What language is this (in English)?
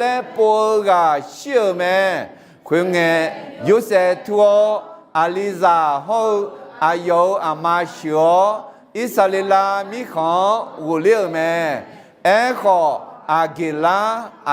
Akha